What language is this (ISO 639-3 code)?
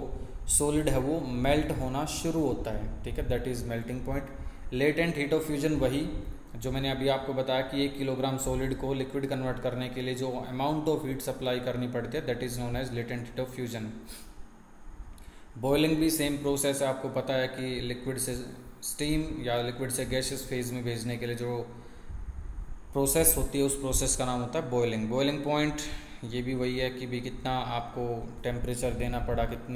hin